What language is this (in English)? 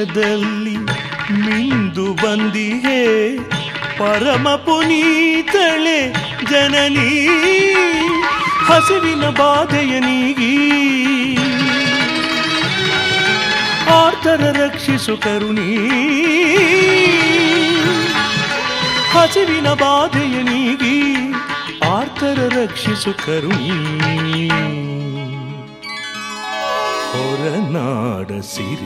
Kannada